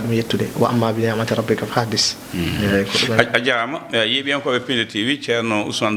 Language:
Fula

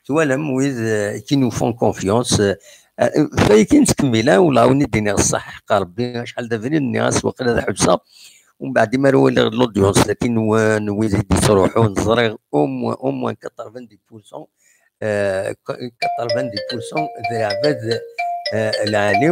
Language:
Kabyle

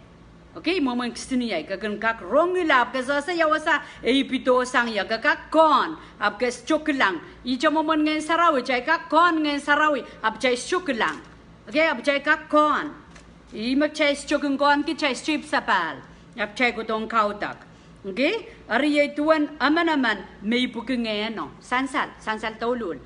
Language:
Pohnpeian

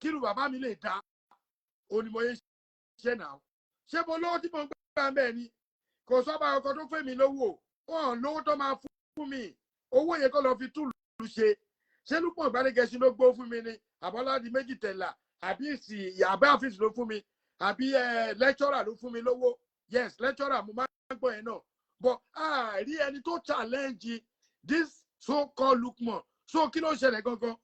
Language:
Yoruba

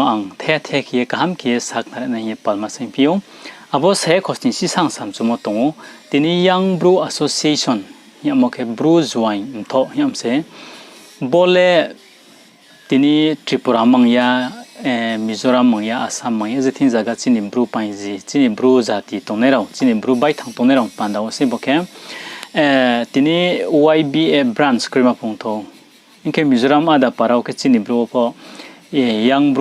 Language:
Riang (India)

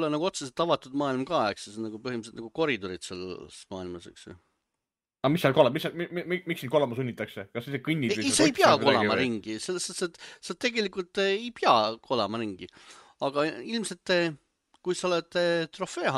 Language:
Estonian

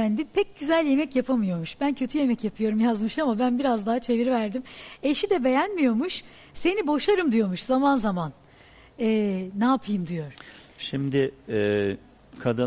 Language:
Turkish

